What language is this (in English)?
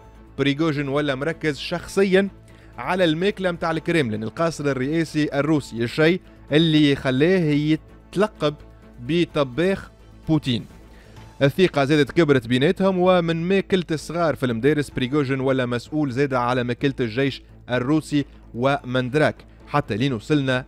Tunisian Arabic